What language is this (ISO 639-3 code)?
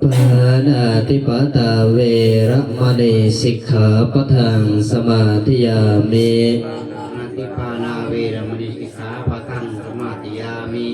pli